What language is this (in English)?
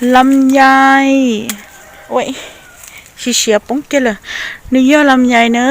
Hmong